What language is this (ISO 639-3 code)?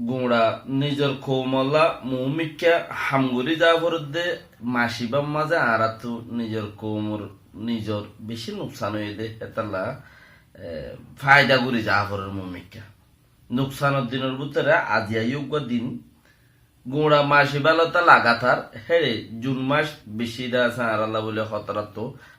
rhg